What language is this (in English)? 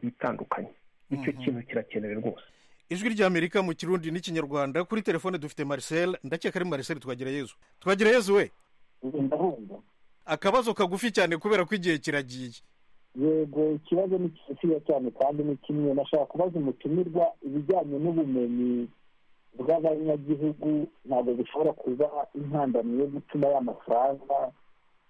Kinyarwanda